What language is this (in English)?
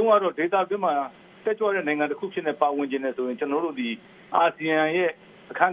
Burmese